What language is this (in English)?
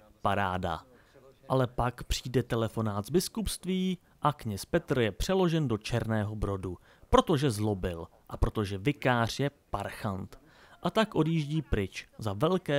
Czech